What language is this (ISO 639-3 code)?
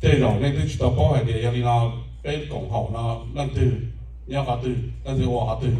hmn